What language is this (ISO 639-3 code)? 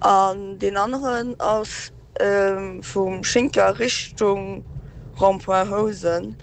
ltz